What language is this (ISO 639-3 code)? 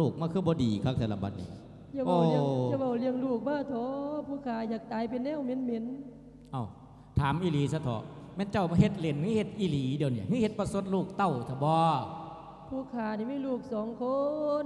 lao